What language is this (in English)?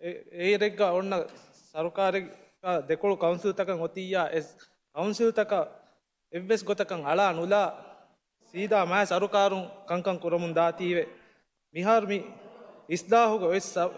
Divehi